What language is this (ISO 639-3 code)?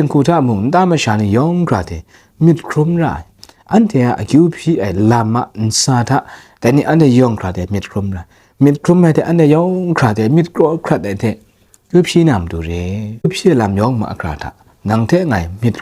kac